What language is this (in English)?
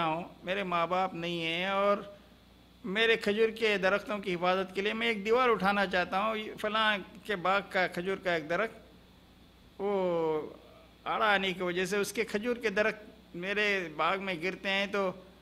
Urdu